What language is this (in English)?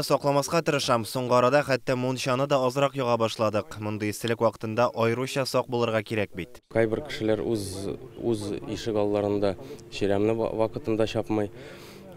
Tatar